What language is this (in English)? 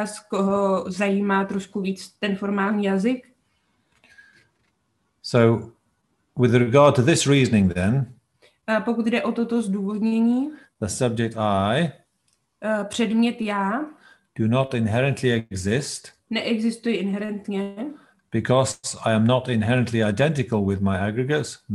Czech